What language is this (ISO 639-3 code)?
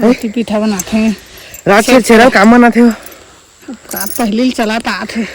hne